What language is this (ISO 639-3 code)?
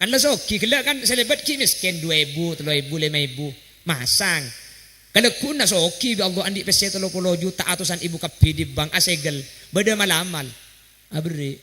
mad